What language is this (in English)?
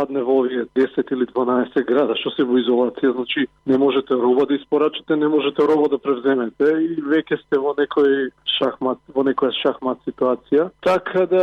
Macedonian